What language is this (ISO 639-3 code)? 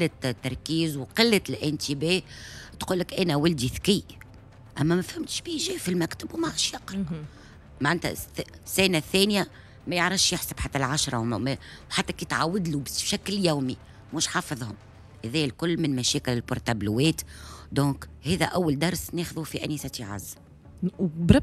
aeb